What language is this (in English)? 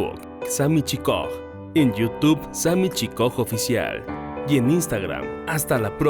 Tzeltal